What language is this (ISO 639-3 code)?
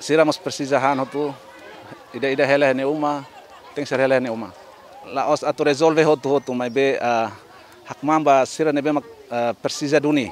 tet